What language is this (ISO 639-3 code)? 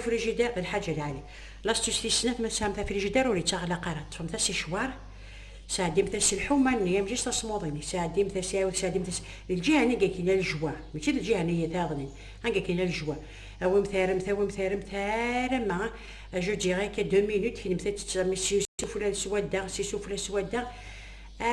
kab